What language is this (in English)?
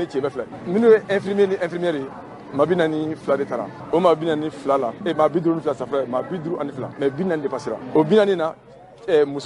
Bambara